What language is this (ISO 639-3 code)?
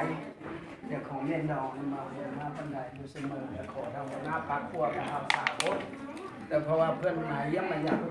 lao